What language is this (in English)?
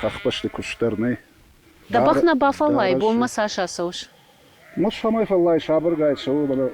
Ossetic